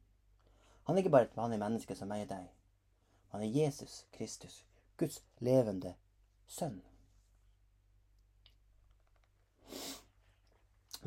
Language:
Norwegian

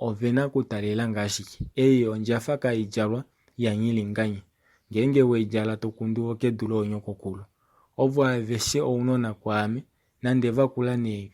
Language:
Kuanyama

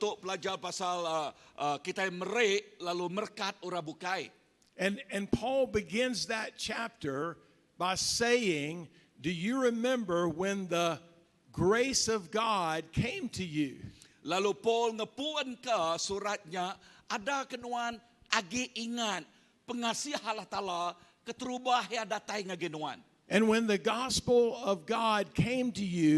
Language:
Iban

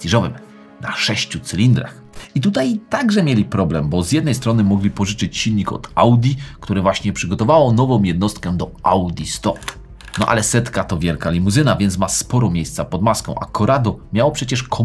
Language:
Polish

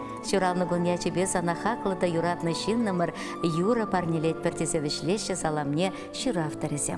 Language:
Chuvash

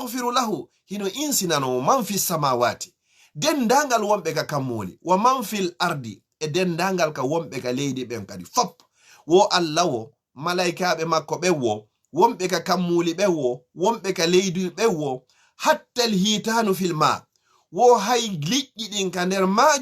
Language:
Fula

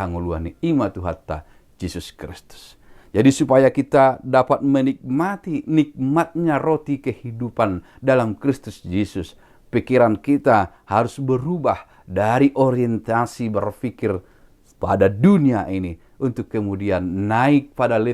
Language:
Batak Toba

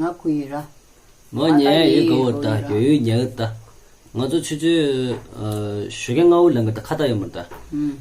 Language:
Tibetan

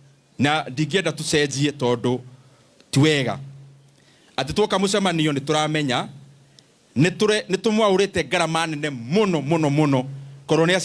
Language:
Kikuyu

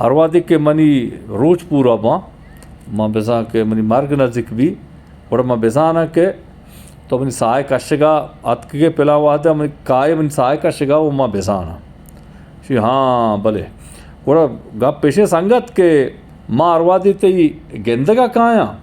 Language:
Eastern Balochi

